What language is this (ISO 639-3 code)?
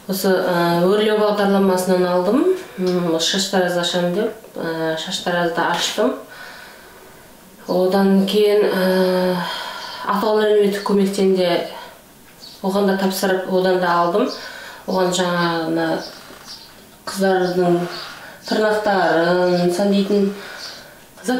kaz